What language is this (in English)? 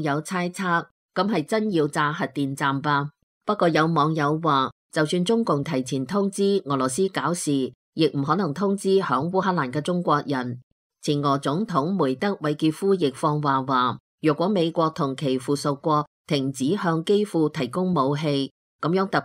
Cantonese